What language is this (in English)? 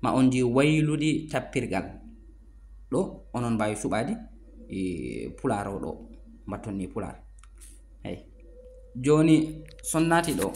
Fula